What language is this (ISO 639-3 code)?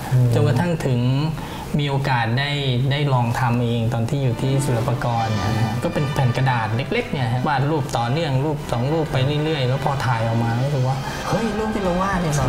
tha